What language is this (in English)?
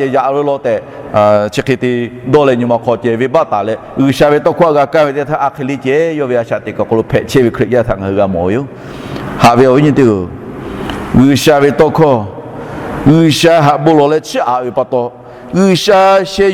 Lahu